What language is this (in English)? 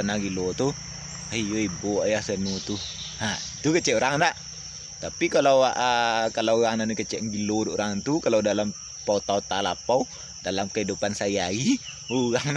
Minangkabau